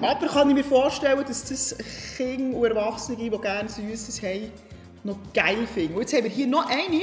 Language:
Swiss German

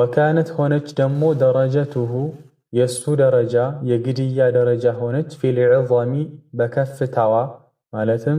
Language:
Amharic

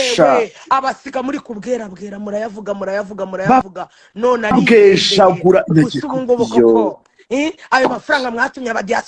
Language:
Kinyarwanda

